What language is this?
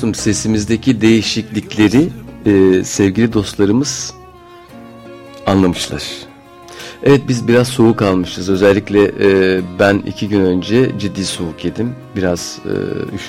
Turkish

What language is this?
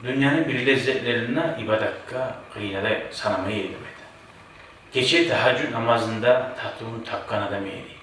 Kumyk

